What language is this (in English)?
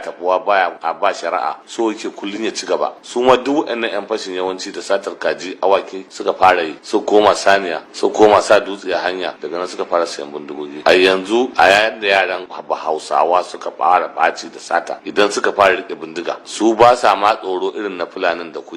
Hausa